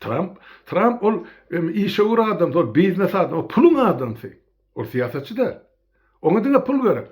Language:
Turkmen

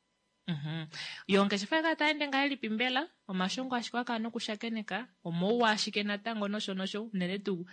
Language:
Kuanyama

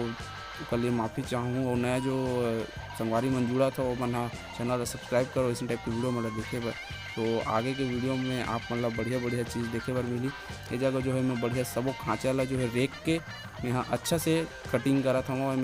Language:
Chhattisgarhi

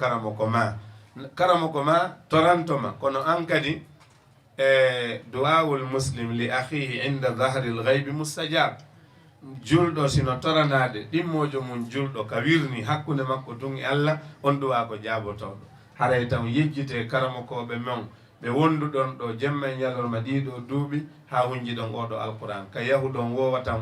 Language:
Fula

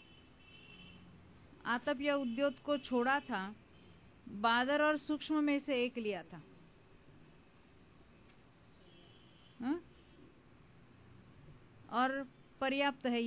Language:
Hindi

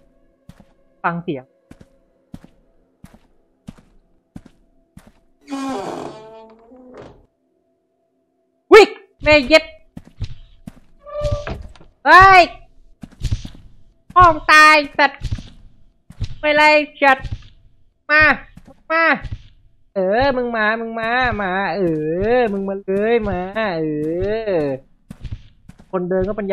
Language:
Thai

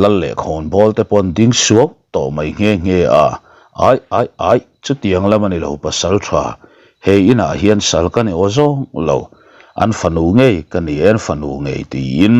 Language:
Mizo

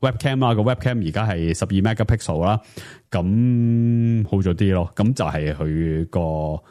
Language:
Cantonese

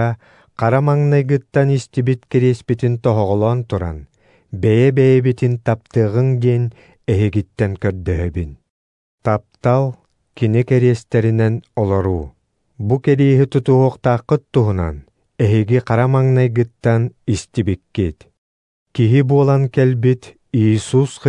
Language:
Yakut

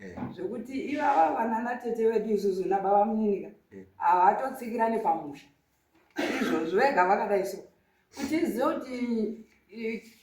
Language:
Shona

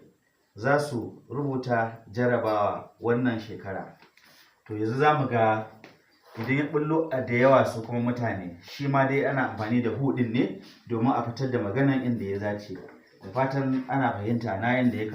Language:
Hausa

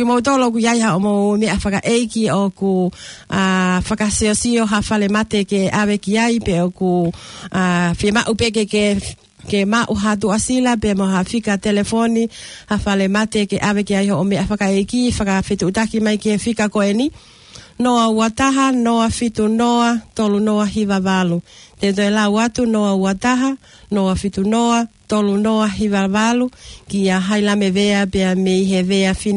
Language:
Tongan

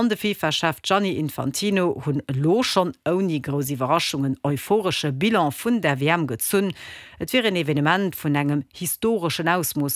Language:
Luxembourgish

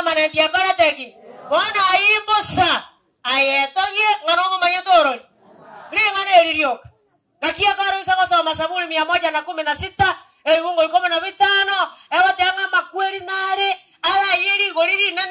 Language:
Gusii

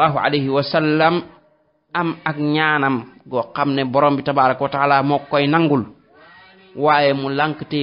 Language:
Wolof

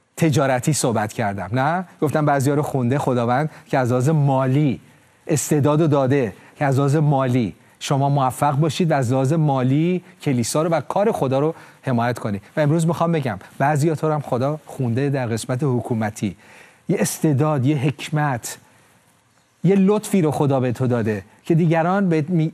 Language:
Persian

